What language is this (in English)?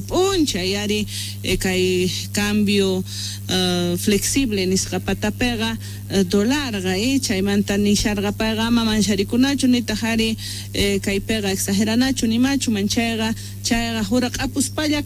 South Bolivian Quechua